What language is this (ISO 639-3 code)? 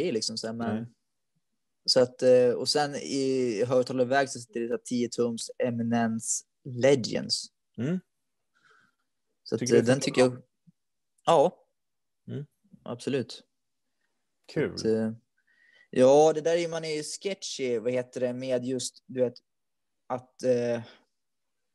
swe